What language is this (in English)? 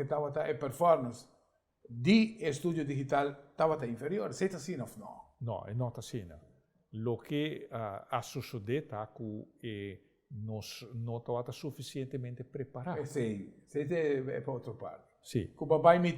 Papiamento